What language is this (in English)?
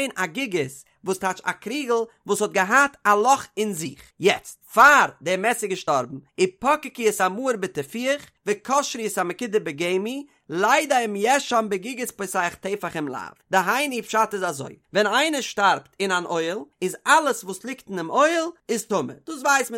Yiddish